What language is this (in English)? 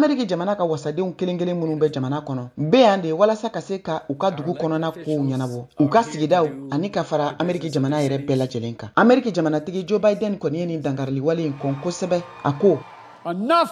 Bambara